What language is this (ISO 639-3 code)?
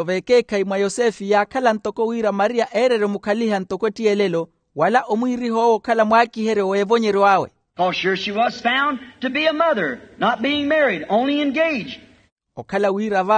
vmw